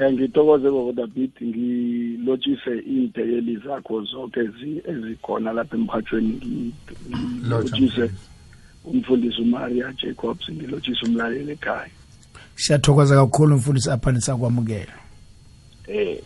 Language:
South Ndebele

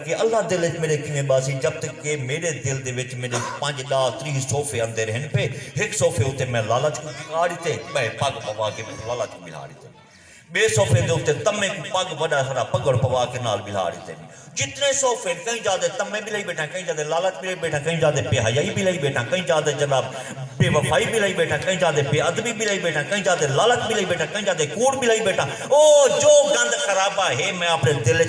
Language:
Saraiki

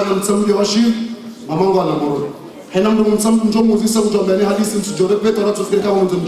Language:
Ngazidja Comorian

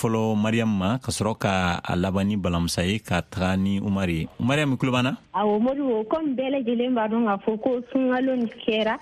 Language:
Bambara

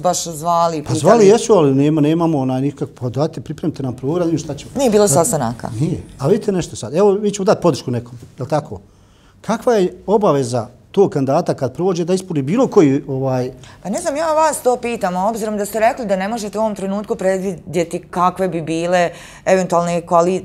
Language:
Bosnian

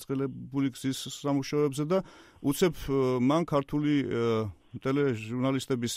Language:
Georgian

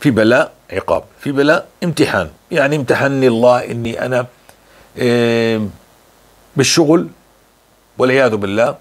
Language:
North Levantine Arabic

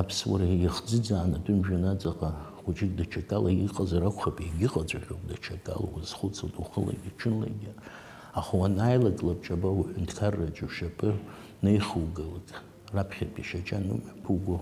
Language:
Abkhazian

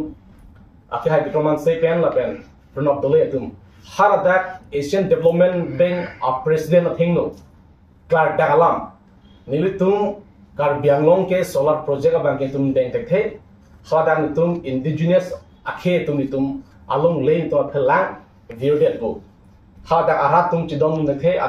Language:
Karbi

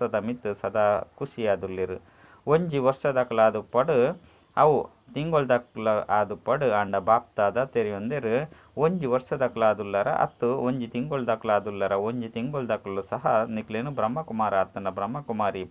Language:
Tulu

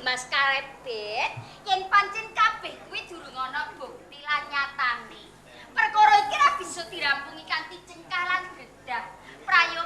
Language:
Javanese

